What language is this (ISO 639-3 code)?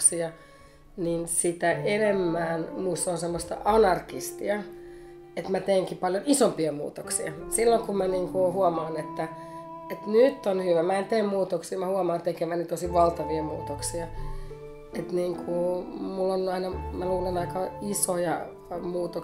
fin